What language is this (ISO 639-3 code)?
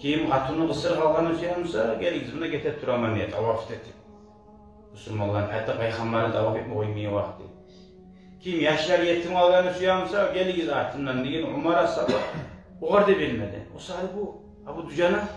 kum